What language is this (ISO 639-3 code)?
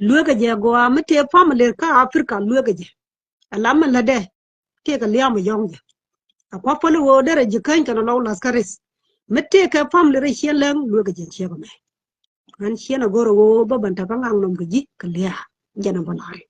nus